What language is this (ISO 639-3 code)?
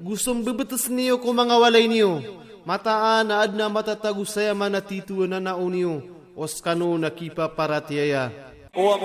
mrw